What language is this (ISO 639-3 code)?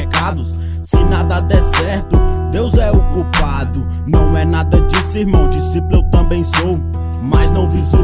por